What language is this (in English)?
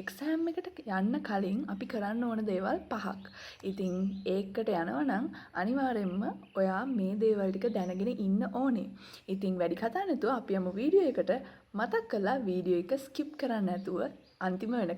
Sinhala